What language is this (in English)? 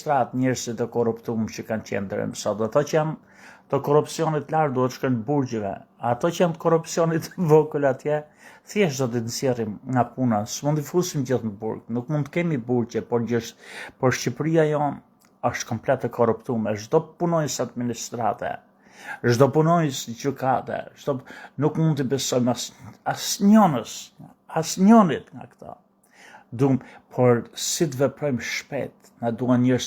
Albanian